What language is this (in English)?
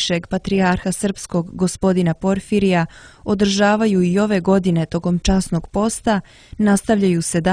Serbian